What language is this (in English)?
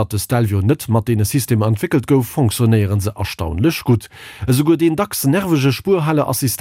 Luxembourgish